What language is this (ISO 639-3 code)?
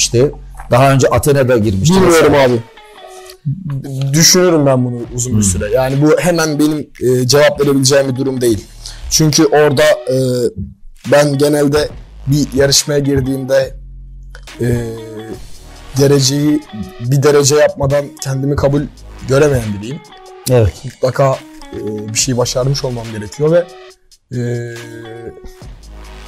tur